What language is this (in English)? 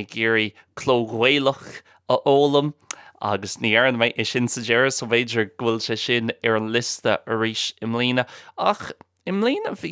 Irish